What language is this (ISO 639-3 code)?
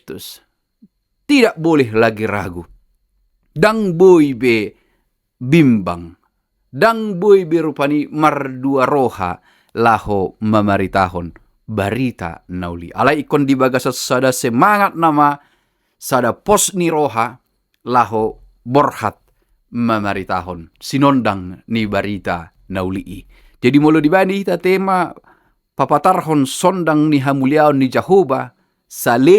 bbc